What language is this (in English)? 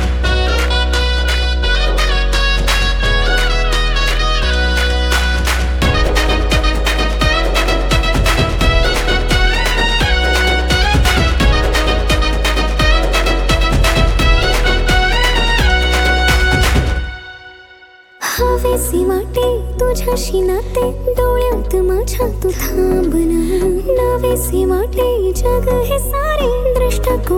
Marathi